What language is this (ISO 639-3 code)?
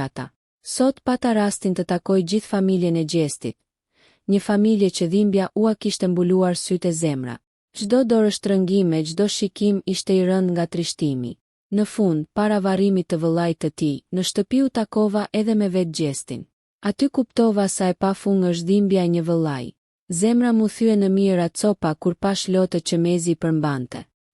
sqi